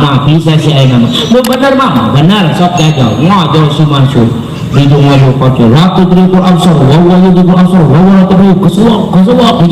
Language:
Sundanese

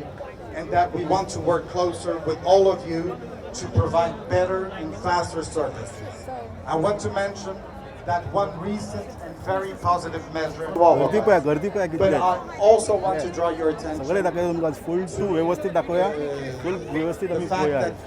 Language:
Konkani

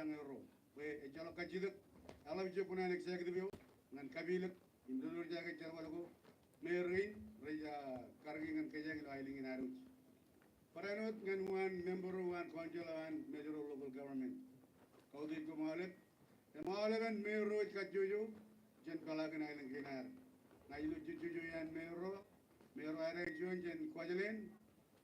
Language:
Marshallese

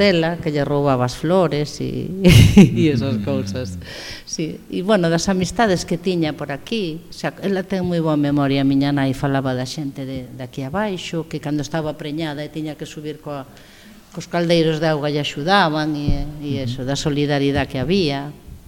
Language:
Galician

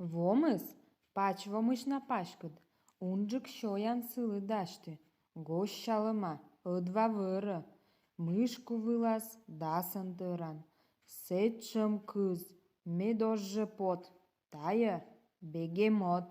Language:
Komi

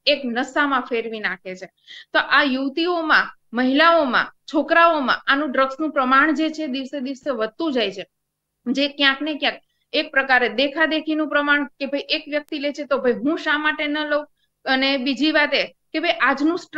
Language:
Gujarati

